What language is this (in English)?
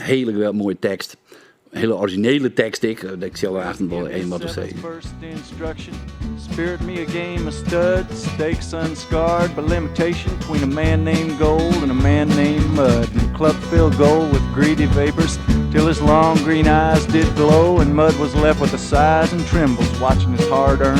Western Frisian